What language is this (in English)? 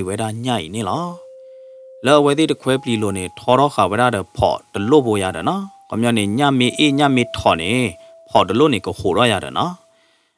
S'gaw Karen